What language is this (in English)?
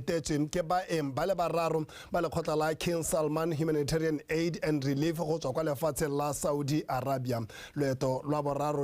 Tswana